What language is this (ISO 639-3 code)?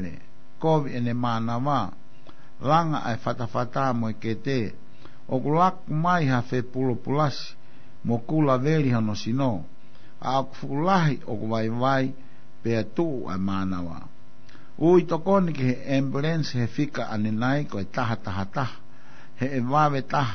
ton